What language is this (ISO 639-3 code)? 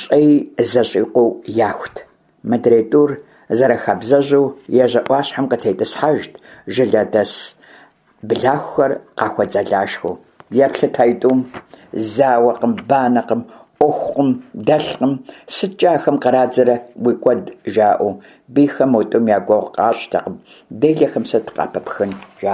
kbd